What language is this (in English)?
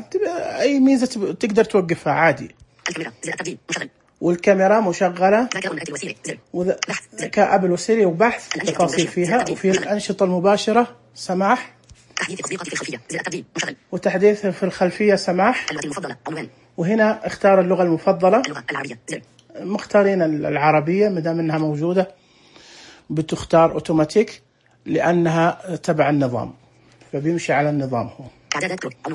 Najdi Arabic